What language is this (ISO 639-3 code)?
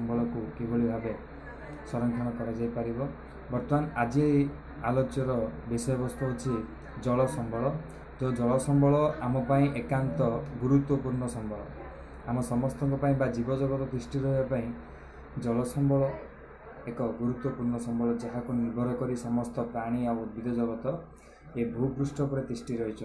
ori